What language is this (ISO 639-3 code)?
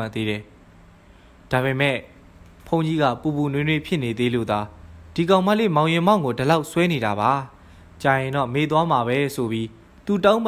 mya